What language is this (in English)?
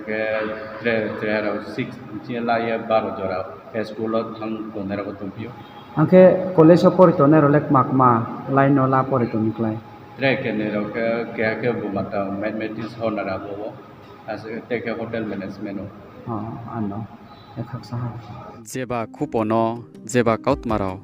Riang (India)